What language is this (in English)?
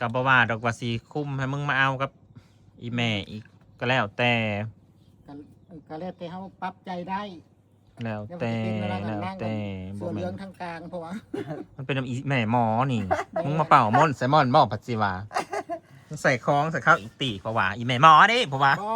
Northeastern Thai